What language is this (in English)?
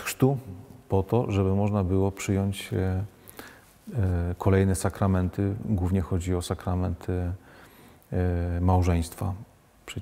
Polish